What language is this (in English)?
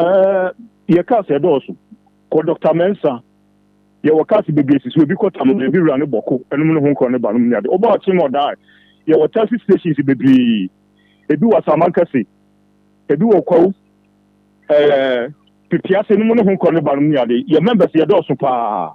Akan